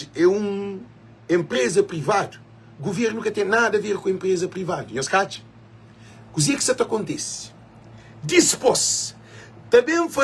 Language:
Kabuverdianu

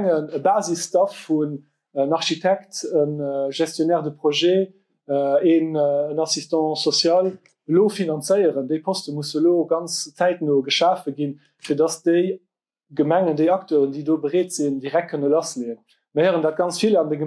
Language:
Luxembourgish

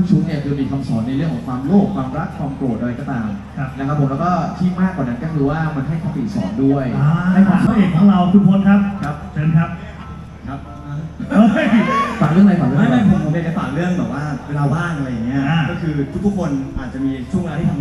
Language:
Thai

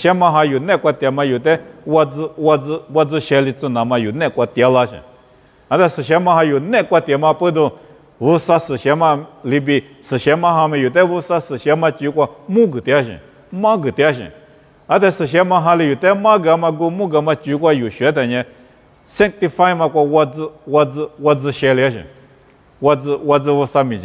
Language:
Lisu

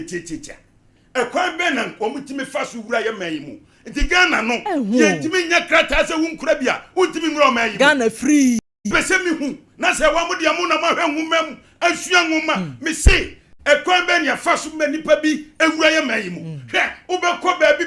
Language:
Akan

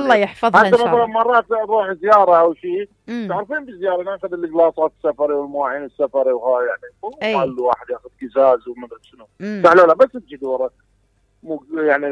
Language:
Mesopotamian Arabic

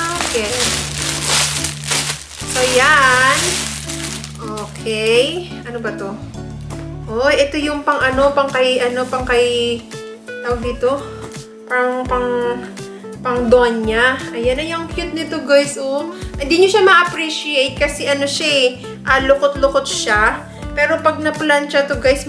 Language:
Filipino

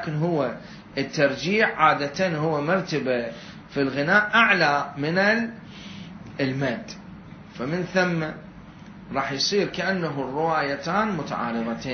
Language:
Mesopotamian Arabic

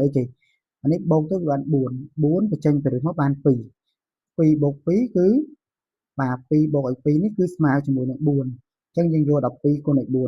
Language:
Khmer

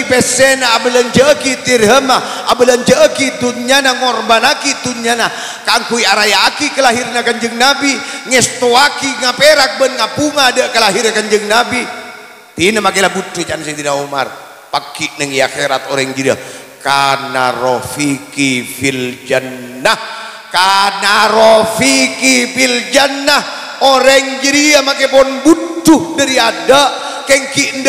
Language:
Madurese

